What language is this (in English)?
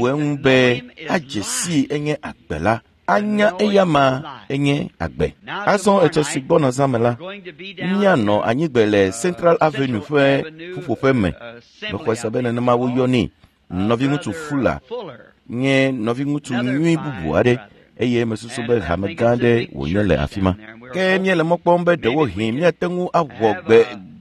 Ewe